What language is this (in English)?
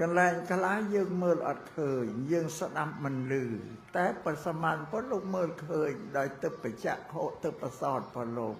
Khmer